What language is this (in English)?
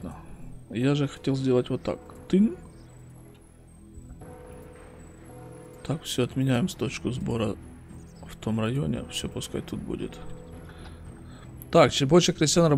Russian